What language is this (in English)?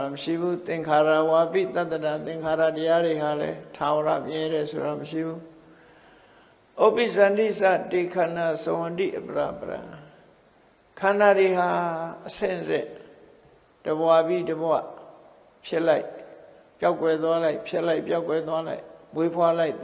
Burmese